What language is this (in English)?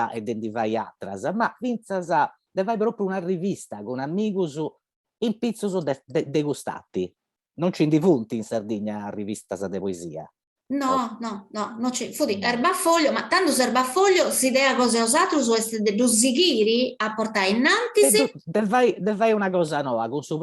Sardinian